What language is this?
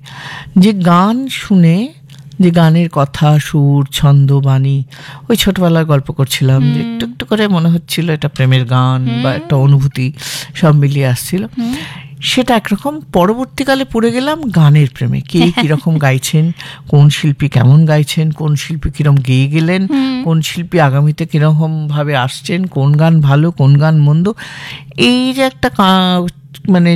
Bangla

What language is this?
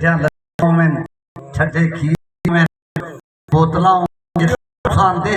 Saraiki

